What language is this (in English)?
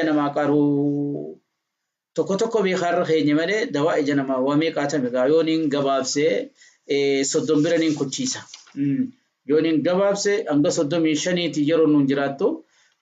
Oromo